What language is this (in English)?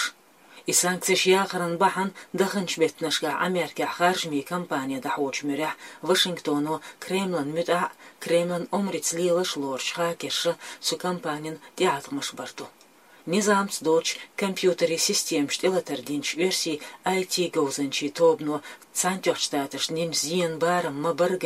Chechen